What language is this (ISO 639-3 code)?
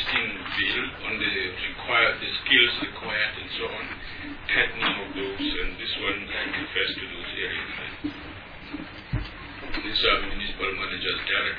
eng